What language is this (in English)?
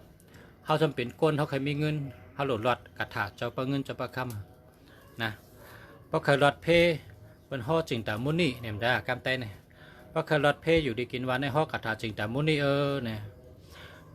Shan